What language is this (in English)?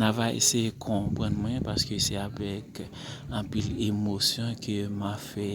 Haitian Creole